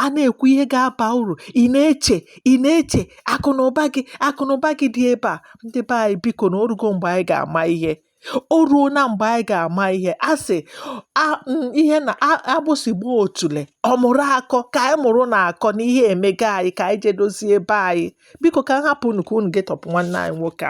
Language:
Igbo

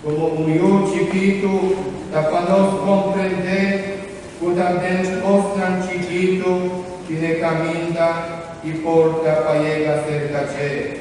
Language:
Papiamento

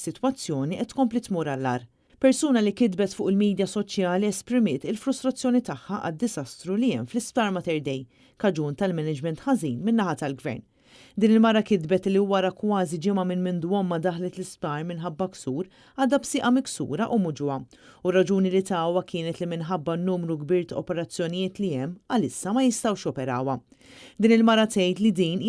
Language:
Maltese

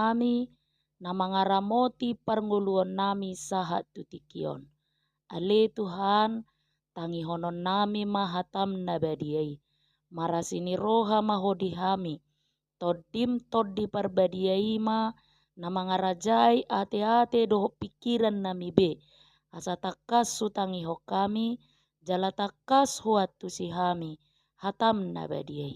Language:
Batak Toba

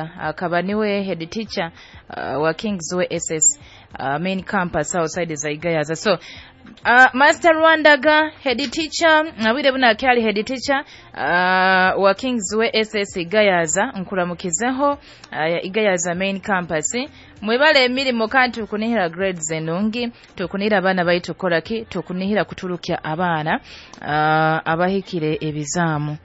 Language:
Nyoro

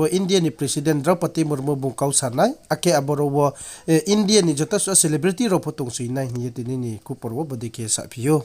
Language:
Riang (India)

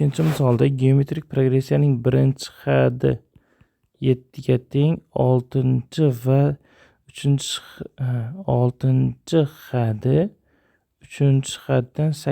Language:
Uzbek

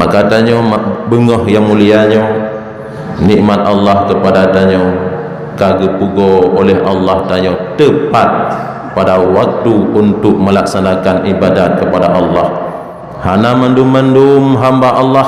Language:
Achinese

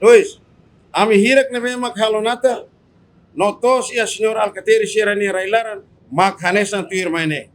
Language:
Tetum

